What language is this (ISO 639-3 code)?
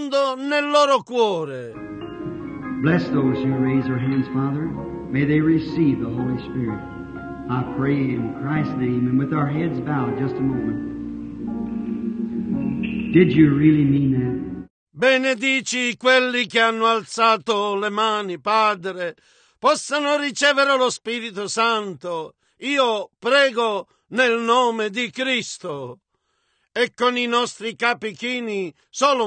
ita